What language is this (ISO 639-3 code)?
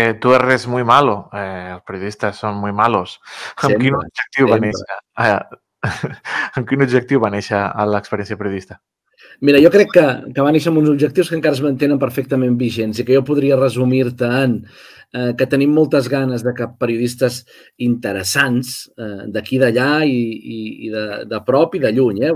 cat